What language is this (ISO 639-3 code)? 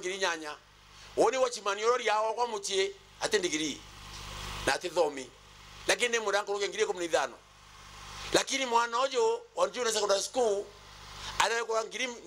mer